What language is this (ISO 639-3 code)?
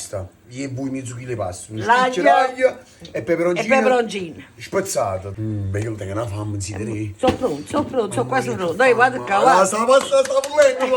nap